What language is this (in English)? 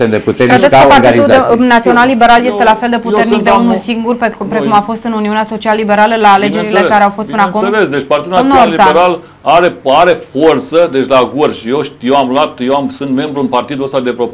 Romanian